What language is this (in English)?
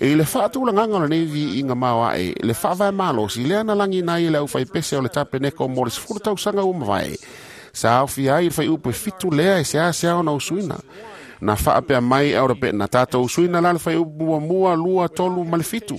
Samoan